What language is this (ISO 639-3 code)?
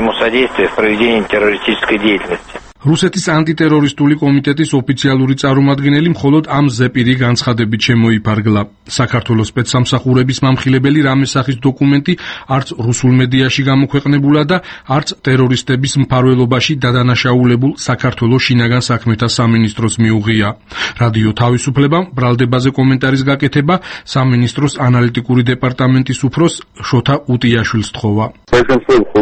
kat